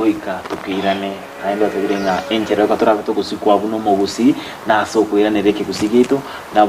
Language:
Gusii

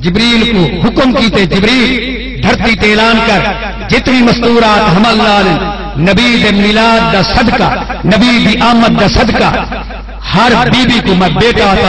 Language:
Saraiki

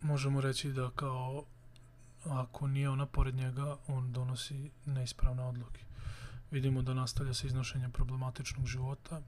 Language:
Serbian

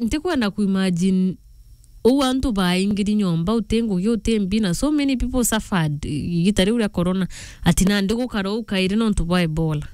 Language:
Meru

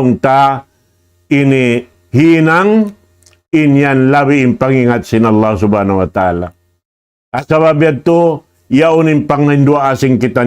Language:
Tausug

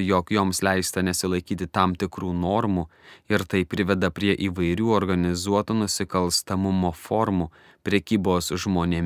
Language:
Lithuanian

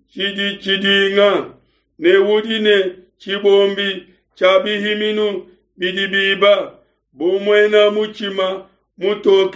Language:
Luba-Lulua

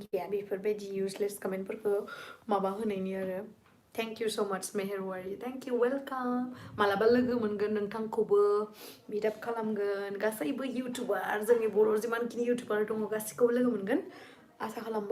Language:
Bodo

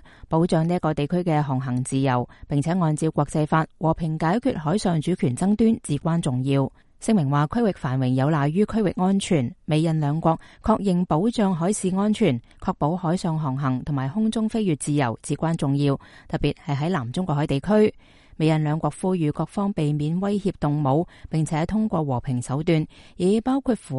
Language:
Cantonese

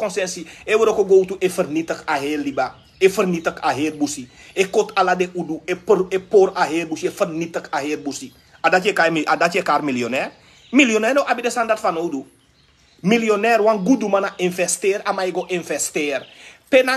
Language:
Sranan Tongo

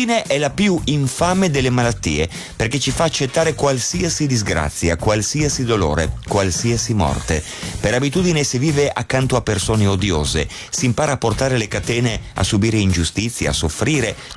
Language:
Italian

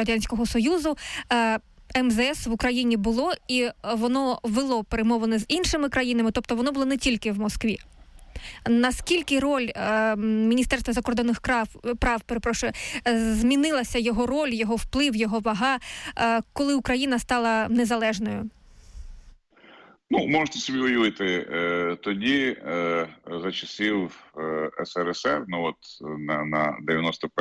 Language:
Ukrainian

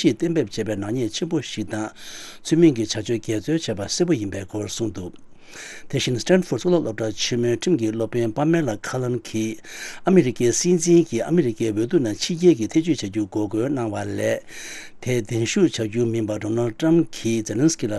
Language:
Tibetan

